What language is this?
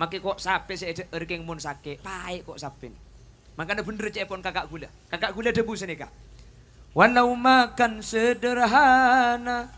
Madurese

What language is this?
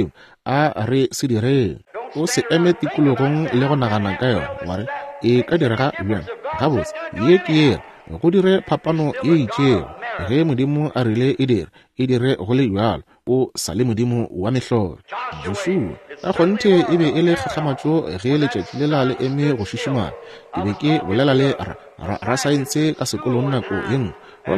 Northern Sotho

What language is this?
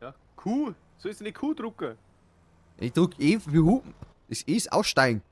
Bavarian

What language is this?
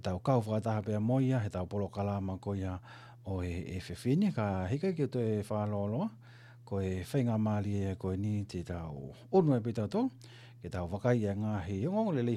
Tongan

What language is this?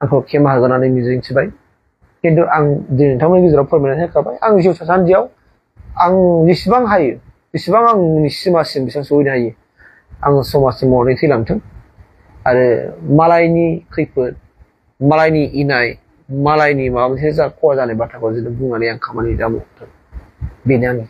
Bodo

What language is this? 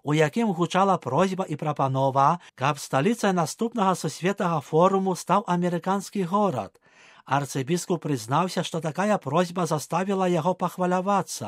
Belarusian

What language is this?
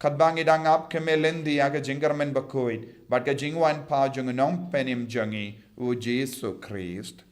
Khasi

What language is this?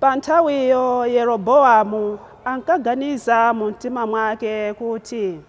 Nyanja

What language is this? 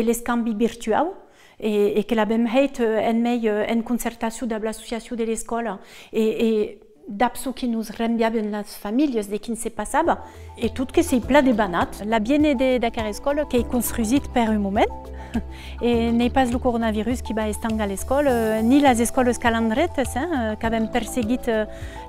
Occitan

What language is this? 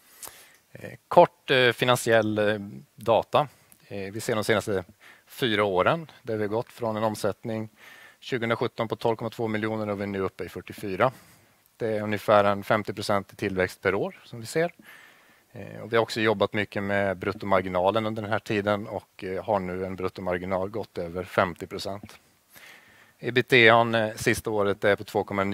Swedish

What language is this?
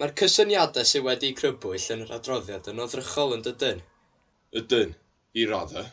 Welsh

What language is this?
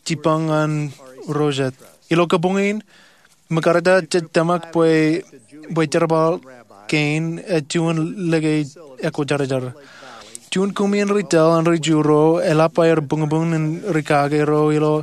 Marshallese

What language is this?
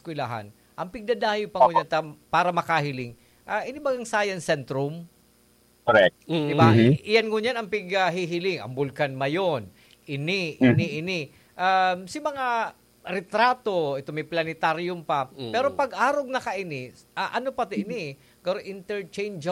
Bikol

